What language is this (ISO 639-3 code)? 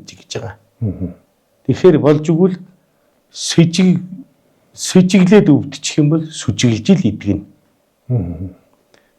mon